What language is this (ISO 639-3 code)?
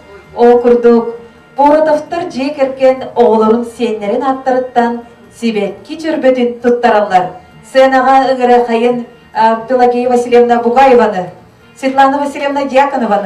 sah